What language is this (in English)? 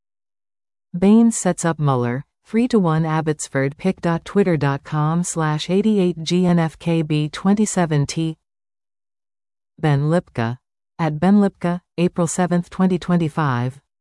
English